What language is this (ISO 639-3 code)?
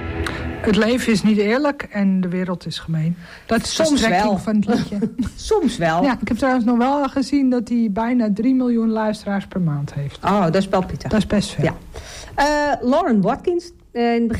nld